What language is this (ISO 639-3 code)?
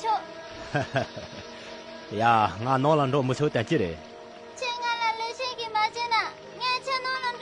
khg